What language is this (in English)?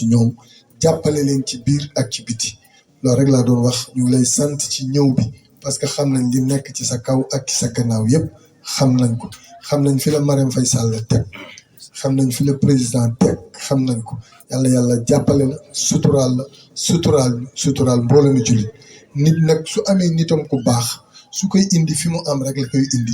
Wolof